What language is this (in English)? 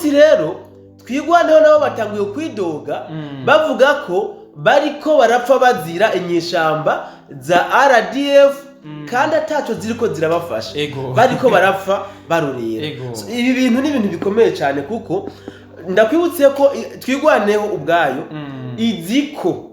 Rundi